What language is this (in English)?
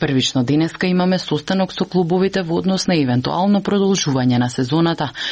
Macedonian